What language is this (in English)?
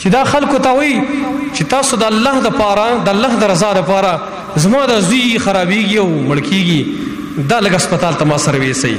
Pashto